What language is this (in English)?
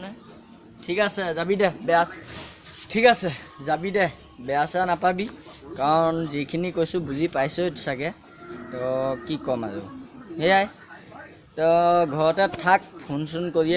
Assamese